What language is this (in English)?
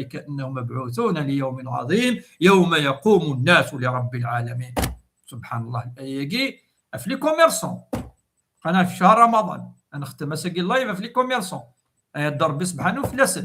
Kabyle